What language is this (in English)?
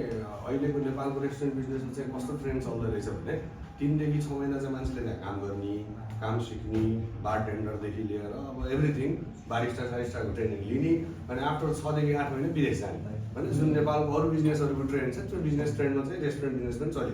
Nepali